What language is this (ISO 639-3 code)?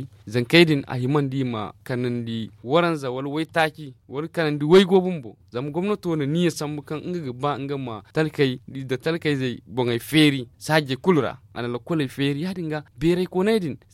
dje